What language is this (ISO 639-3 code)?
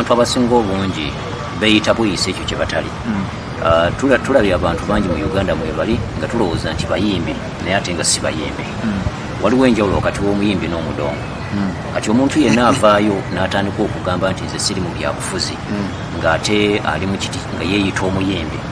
lug